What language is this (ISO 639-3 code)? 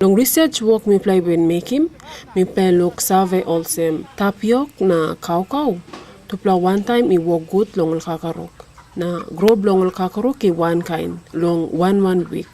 tpi